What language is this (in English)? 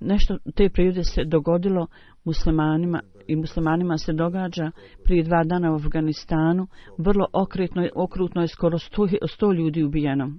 Bosnian